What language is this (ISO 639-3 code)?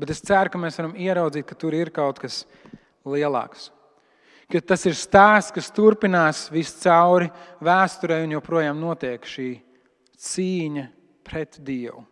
lav